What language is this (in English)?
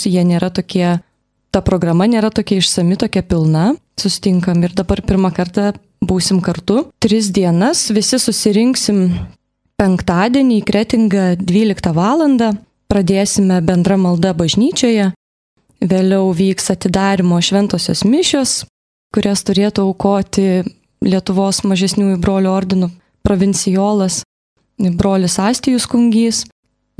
Lithuanian